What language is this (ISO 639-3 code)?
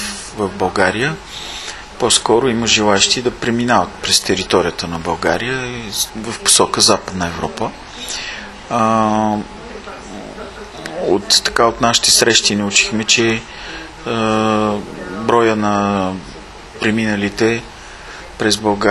bul